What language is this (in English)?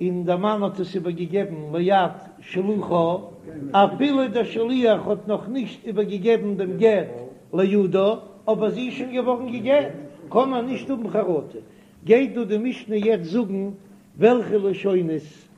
Yiddish